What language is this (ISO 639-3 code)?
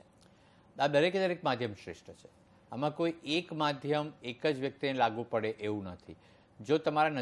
guj